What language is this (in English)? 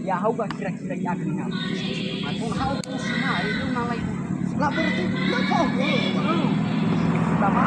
Nias